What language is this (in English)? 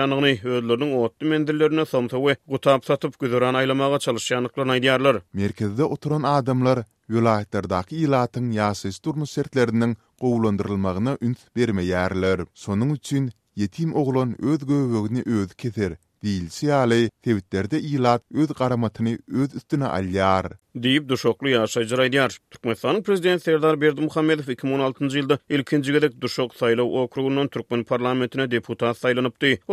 Turkmen